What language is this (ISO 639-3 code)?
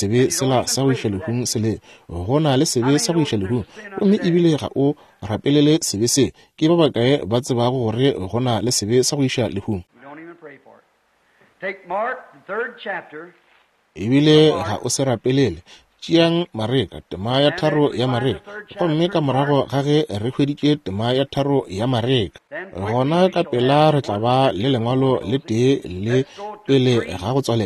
nso